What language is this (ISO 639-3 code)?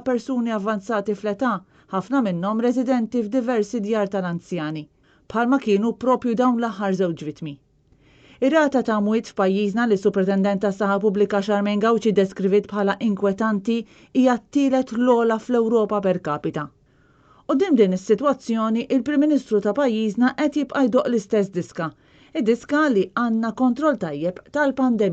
mlt